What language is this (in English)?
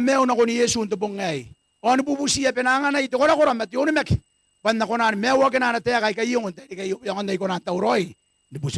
Gilbertese